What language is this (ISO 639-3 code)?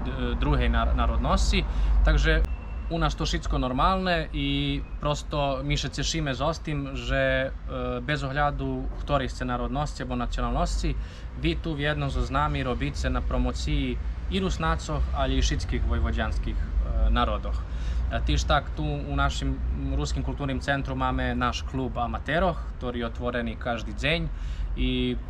rue